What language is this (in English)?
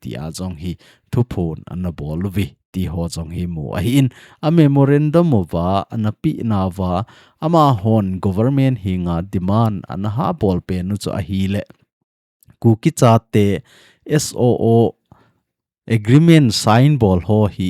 Thado Chin